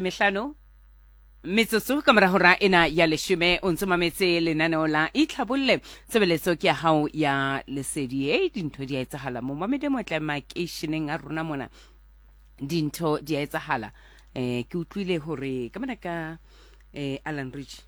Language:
Southern Sotho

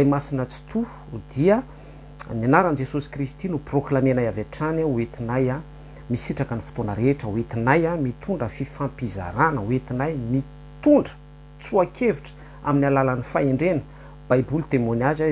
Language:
Malagasy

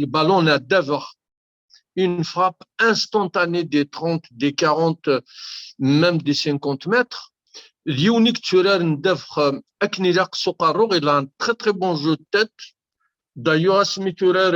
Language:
Kabyle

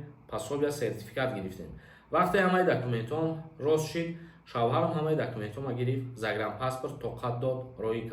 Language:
Tajik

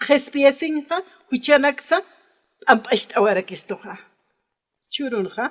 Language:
Aymara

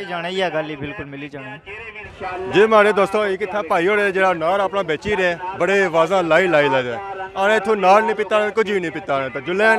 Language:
Pahari-Potwari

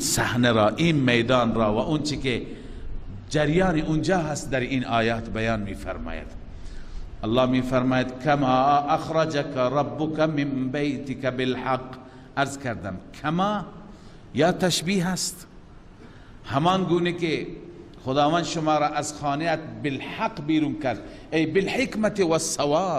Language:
Persian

